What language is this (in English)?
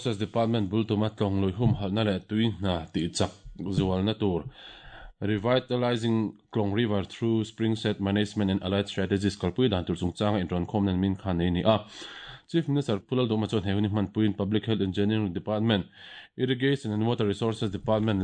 Mizo